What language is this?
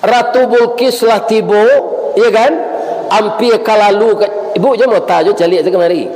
Minangkabau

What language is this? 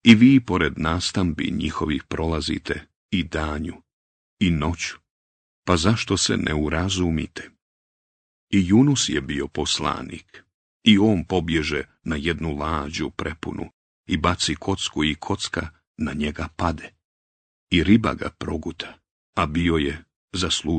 Bosnian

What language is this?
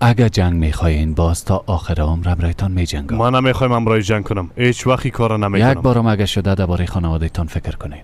Persian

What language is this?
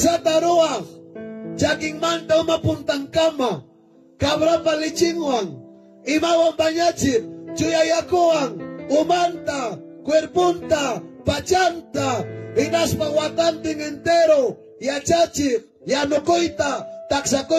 Ayacucho Quechua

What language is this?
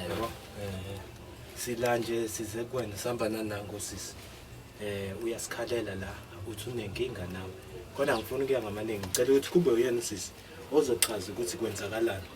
Zulu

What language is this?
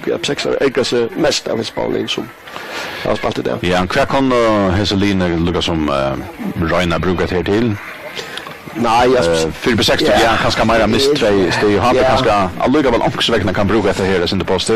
Faroese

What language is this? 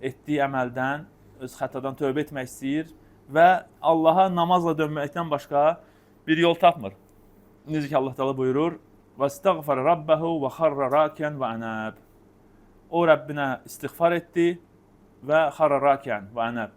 Azerbaijani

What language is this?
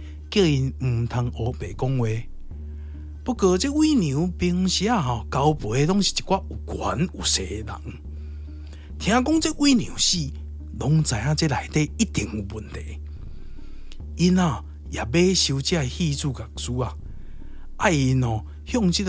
Min Nan Chinese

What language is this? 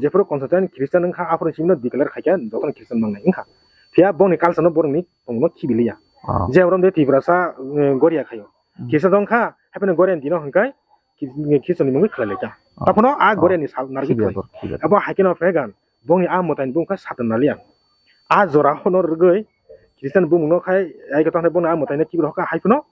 Kok Borok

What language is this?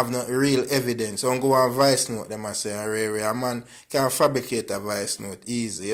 Jamaican Creole English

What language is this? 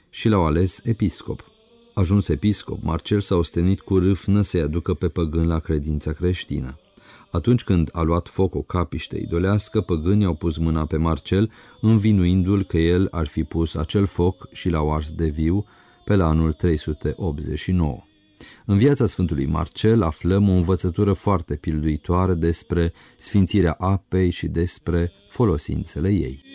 Romanian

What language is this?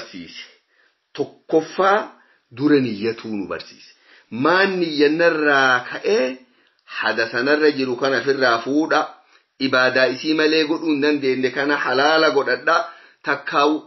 Oromo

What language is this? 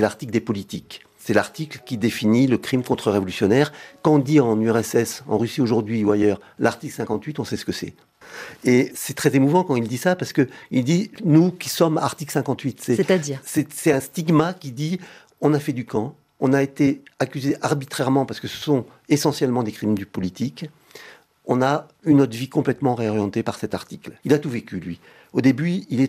French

